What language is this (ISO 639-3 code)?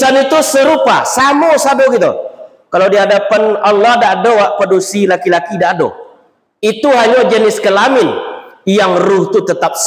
min